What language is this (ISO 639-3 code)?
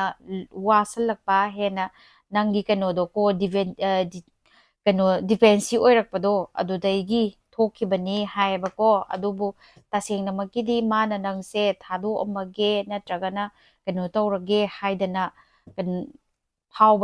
mni